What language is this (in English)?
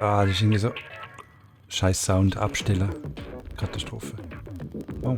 Swiss German